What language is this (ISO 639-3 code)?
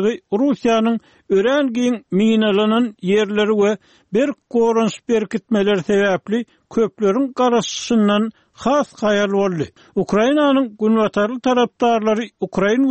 tuk